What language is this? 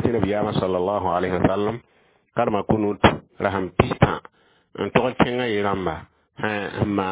Mossi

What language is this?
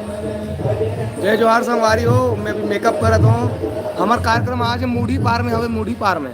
Chhattisgarhi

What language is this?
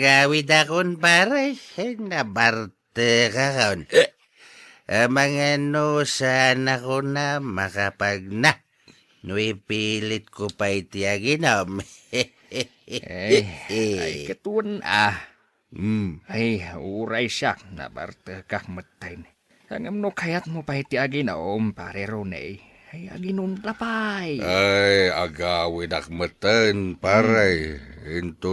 Iloko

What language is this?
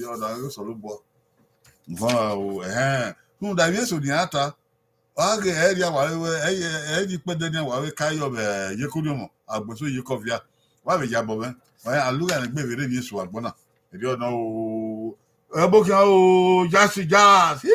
Bini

